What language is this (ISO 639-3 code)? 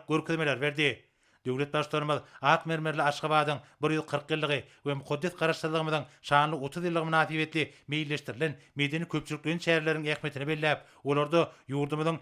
tuk